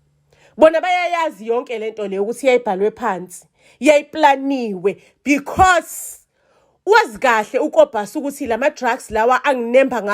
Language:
Zulu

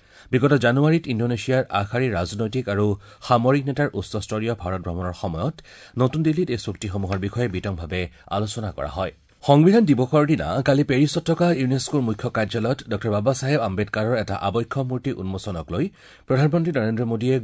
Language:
Assamese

